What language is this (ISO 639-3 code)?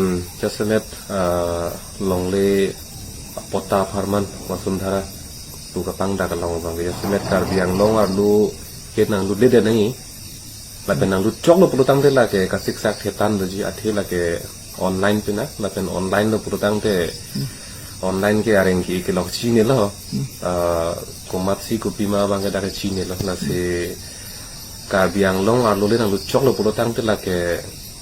mjw